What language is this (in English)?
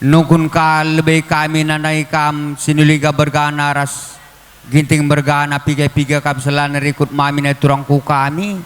Batak Karo